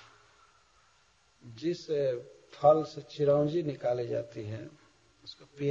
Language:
Hindi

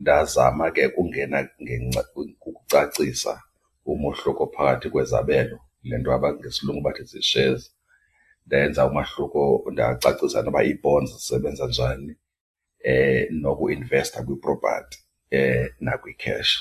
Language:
Xhosa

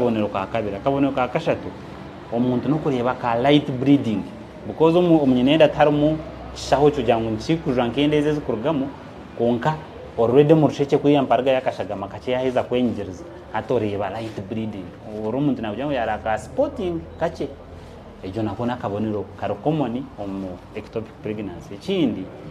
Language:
Nyankole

